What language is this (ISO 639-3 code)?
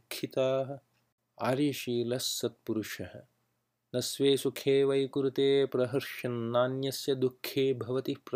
san